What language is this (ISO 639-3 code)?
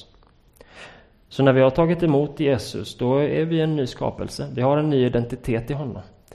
swe